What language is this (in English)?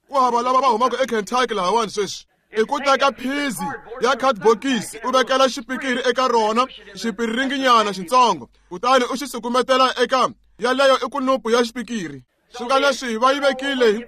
Tsonga